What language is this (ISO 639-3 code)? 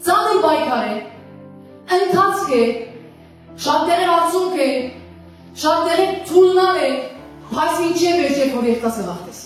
hyw